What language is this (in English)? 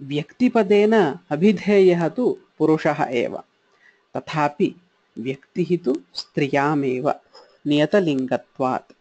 Sanskrit